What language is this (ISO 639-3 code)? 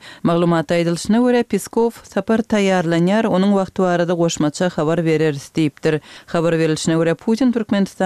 kir